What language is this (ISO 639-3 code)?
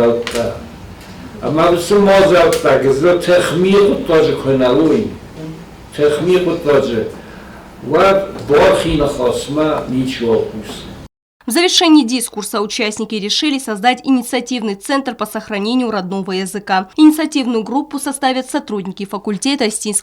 oss